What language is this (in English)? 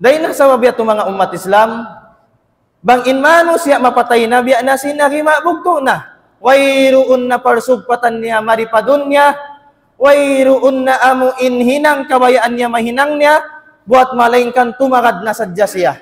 Tausug